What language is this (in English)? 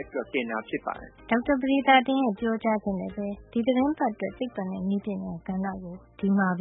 Burmese